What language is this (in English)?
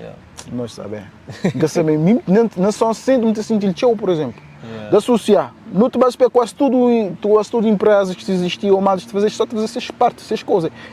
Kabuverdianu